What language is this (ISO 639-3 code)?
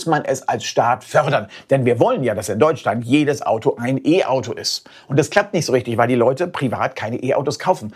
deu